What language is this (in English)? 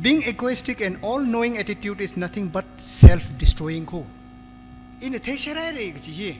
Tangkhul Naga (India)